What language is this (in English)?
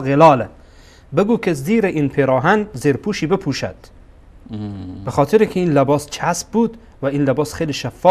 Persian